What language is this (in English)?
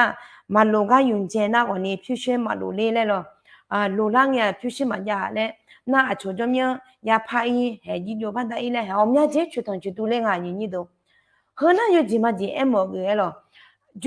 Akha